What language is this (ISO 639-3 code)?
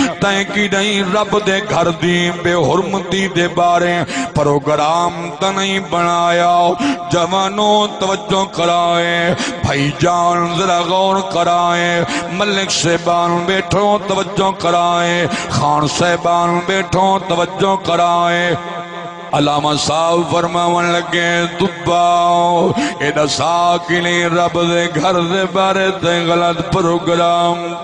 skr